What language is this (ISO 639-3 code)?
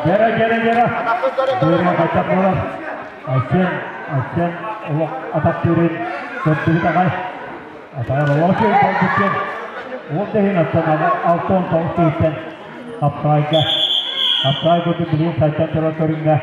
sah